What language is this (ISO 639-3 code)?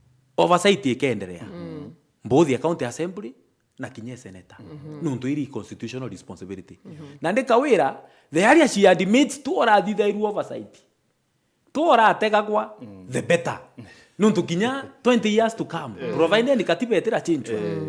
mer